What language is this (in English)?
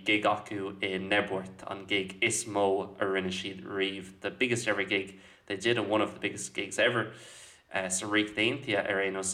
Irish